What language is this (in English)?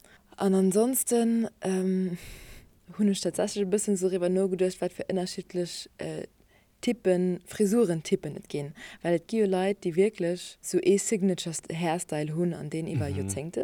Luxembourgish